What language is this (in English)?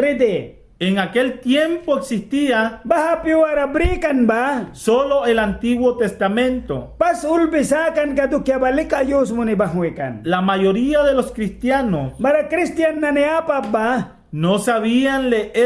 Mískito